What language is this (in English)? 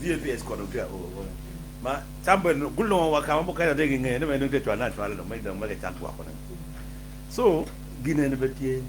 Acoli